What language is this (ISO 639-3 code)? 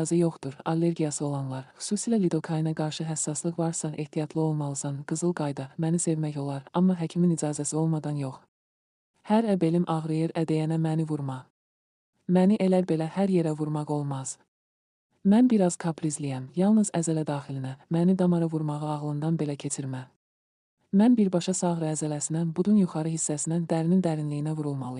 aze